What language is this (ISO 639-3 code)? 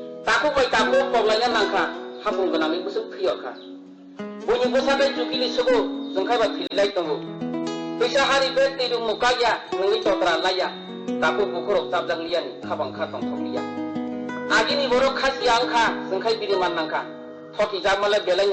trp